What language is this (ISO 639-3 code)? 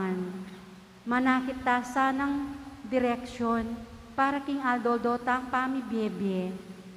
pam